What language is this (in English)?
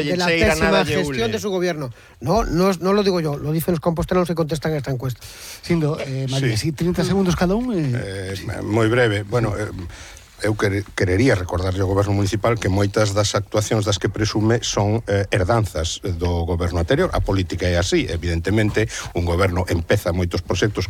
Galician